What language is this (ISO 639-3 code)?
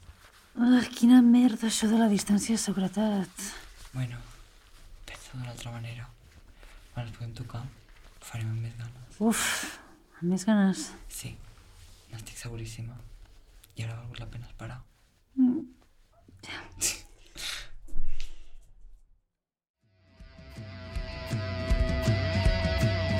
cat